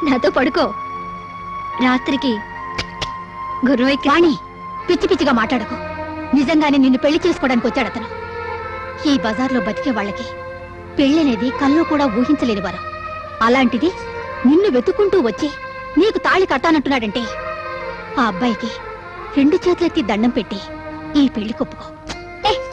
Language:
Telugu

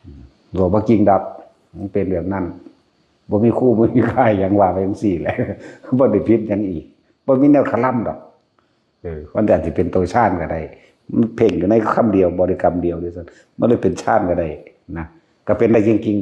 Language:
Northeastern Thai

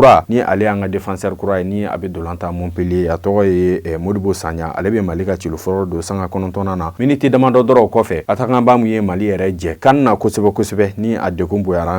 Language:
Bambara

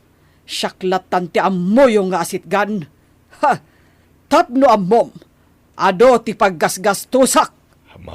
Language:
Iloko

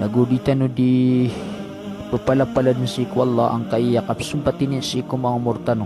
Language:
Maranao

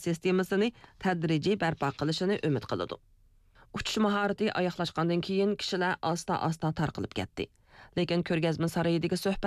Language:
Uyghur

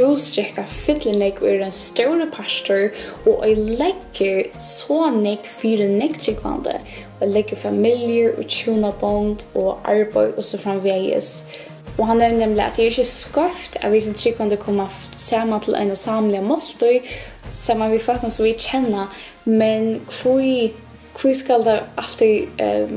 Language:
Faroese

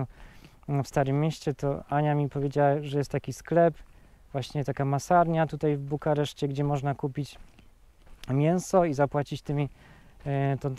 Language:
Polish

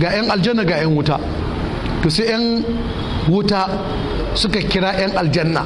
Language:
Hausa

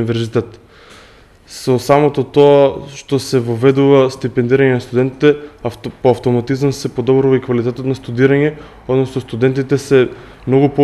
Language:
Macedonian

